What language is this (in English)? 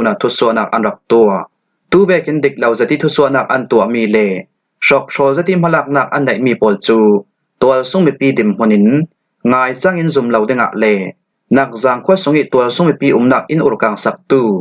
Falam Chin